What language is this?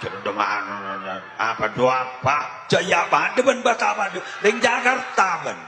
Madurese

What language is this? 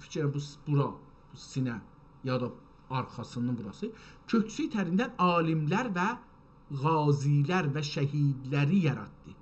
South Azerbaijani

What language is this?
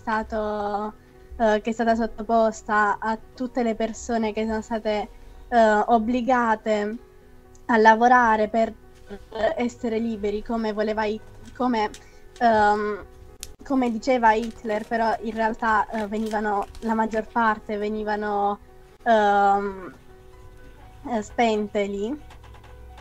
Italian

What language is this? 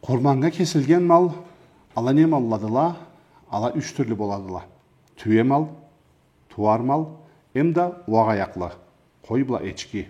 Karachay-Balkar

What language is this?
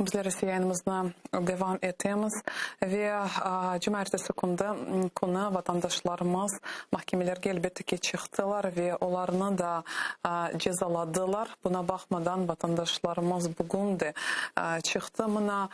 Crimean Tatar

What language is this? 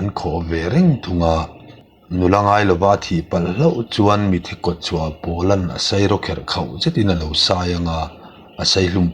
Mizo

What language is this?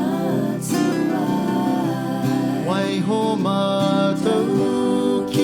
Māori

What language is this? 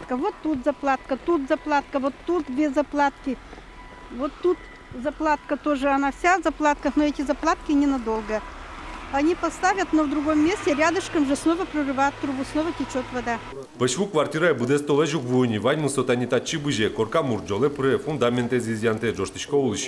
Udmurt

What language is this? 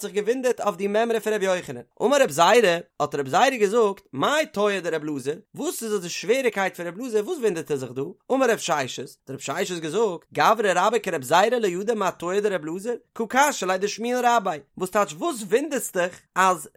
Yiddish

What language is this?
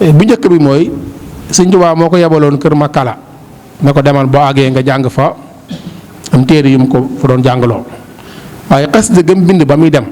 Wolof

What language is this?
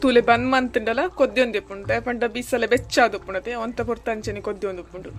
Tulu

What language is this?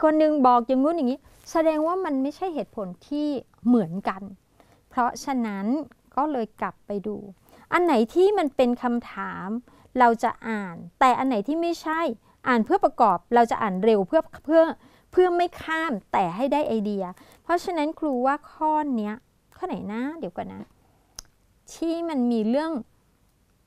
Thai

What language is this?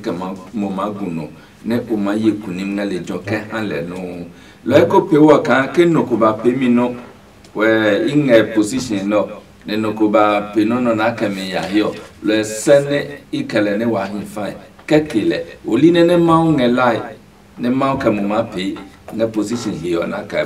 Adangme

